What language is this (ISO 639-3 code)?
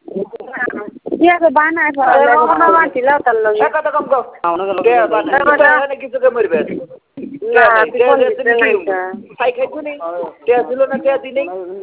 ben